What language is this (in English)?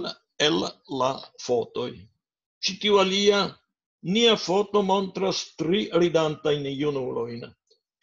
Esperanto